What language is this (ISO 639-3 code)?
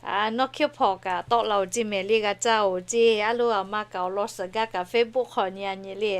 lhu